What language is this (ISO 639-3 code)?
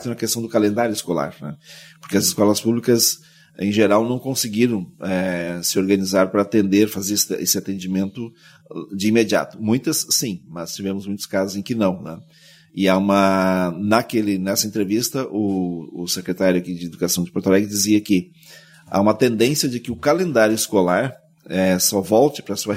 por